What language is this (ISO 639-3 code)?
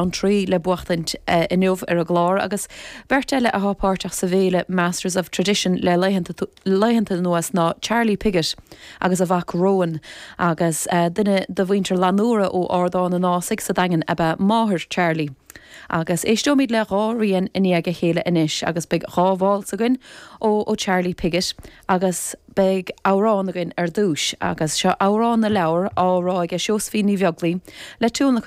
gle